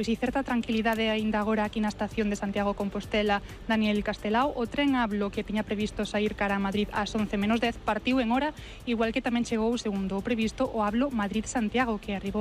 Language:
Galician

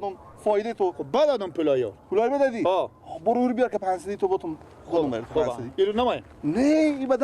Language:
Persian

